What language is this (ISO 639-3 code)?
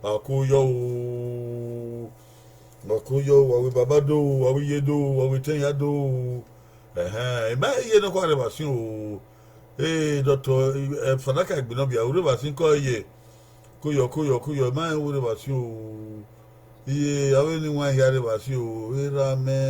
bin